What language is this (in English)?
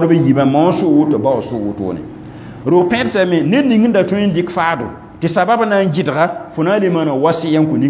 Mossi